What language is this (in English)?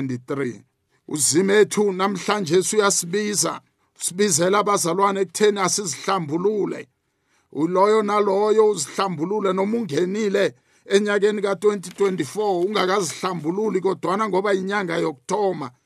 South Ndebele